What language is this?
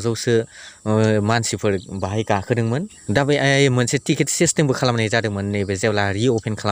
Bodo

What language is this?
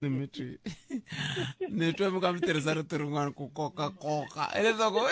Tsonga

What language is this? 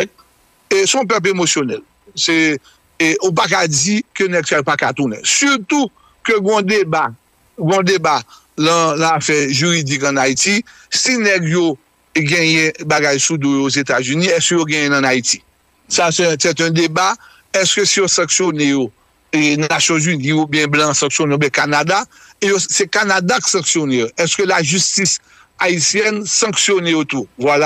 Haitian Creole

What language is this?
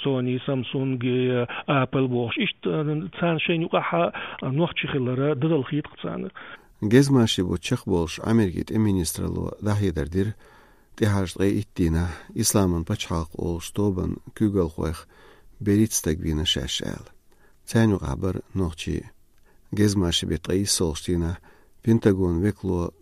Chechen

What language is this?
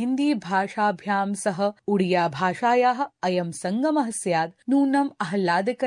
Sanskrit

